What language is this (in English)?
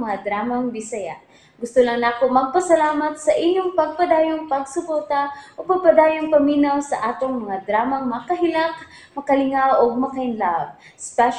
Cebuano